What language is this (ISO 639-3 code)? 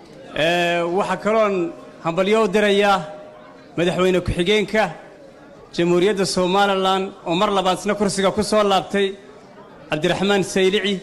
som